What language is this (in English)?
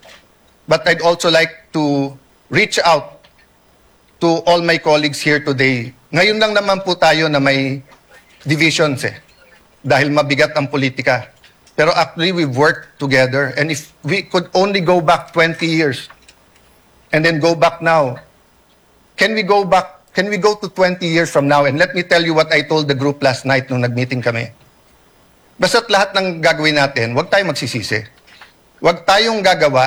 Filipino